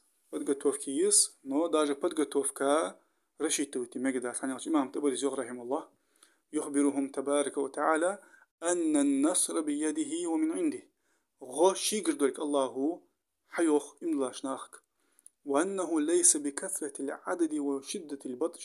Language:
Ingush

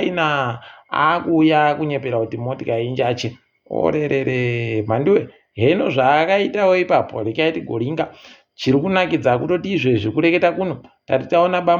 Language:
Ndau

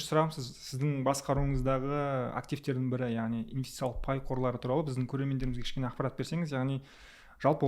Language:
Kazakh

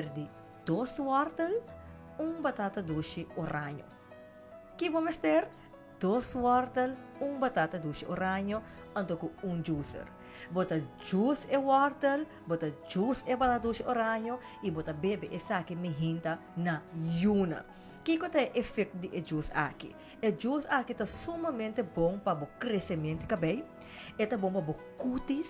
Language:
Papiamento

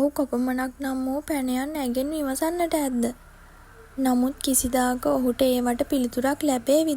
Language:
Sinhala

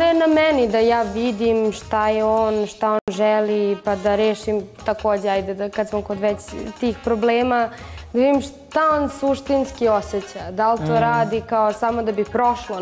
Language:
Bosnian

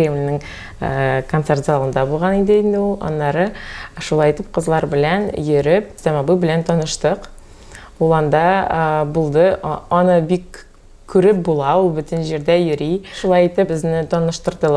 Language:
Tatar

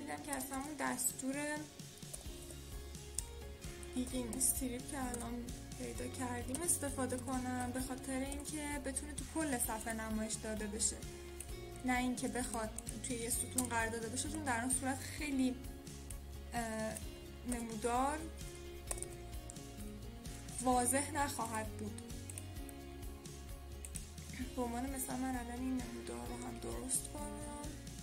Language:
Persian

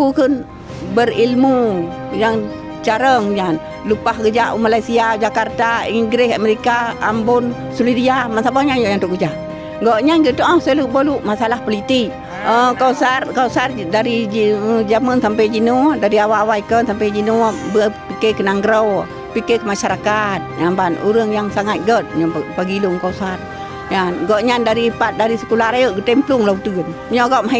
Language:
Achinese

